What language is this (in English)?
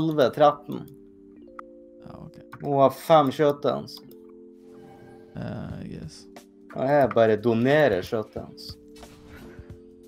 Norwegian